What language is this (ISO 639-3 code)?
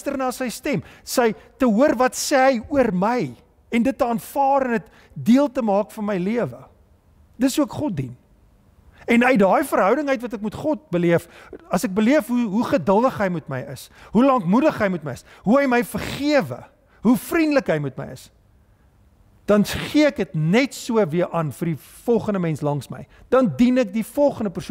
afr